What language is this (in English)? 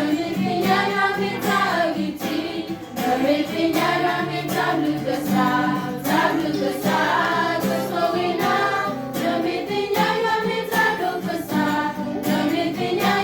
S'gaw Karen